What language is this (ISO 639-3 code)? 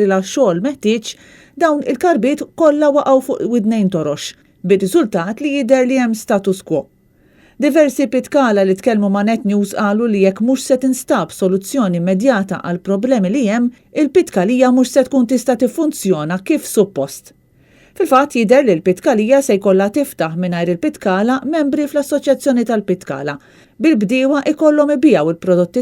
mlt